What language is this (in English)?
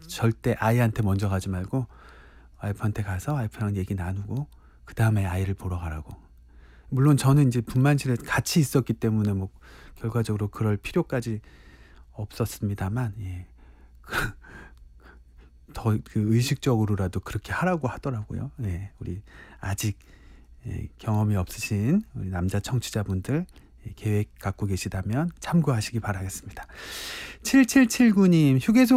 Korean